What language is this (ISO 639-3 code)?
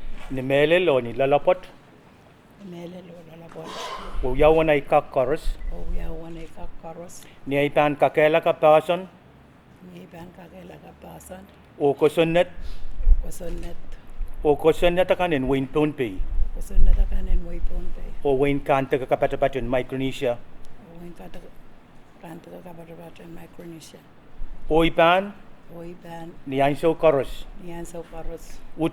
pon